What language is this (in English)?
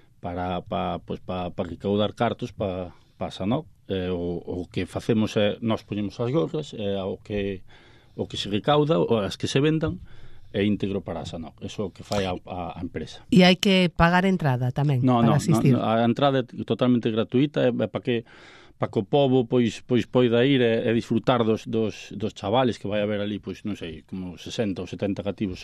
Galician